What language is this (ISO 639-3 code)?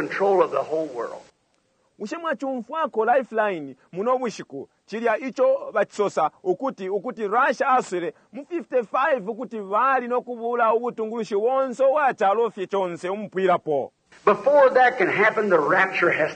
bem